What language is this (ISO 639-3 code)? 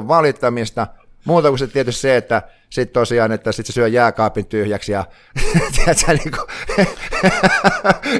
fin